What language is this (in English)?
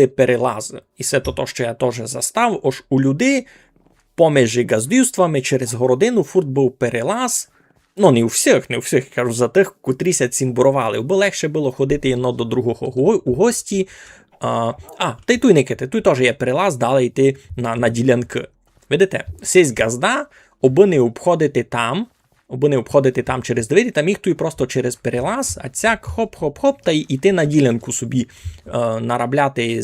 Rusyn